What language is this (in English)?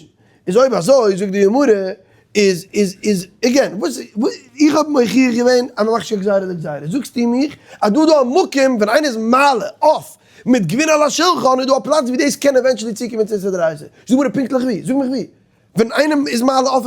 Yiddish